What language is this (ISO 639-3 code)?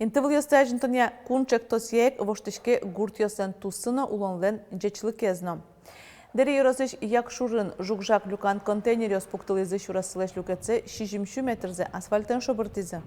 udm